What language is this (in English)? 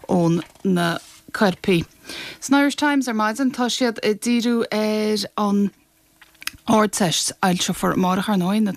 Irish